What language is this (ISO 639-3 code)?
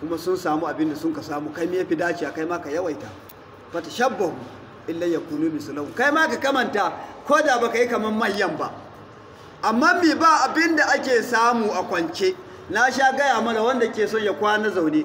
hau